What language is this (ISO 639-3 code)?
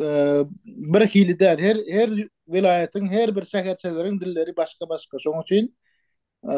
tuk